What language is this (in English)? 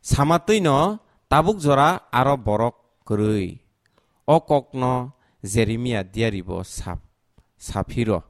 Kok Borok